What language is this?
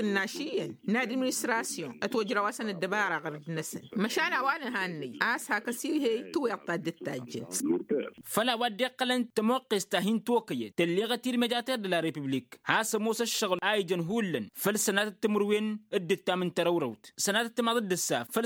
Tamasheq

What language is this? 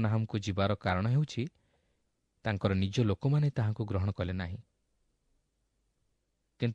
Odia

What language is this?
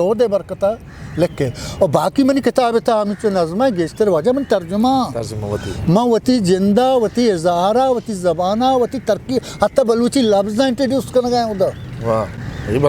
Eastern Balochi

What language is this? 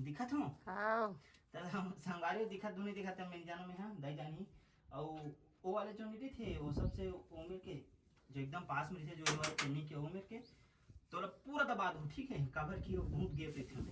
Chhattisgarhi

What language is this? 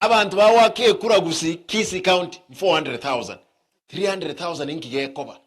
Gusii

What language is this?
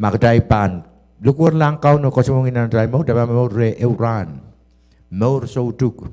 Pohnpeian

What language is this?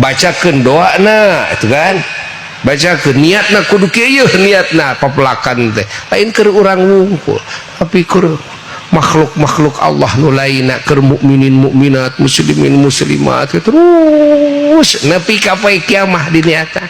Sundanese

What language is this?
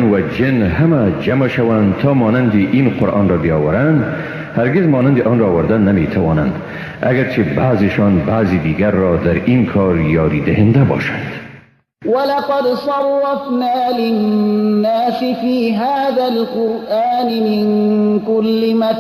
Persian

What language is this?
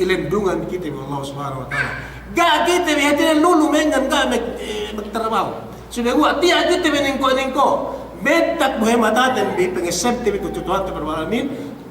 Yakan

